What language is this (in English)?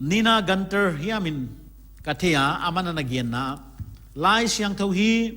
Paite Chin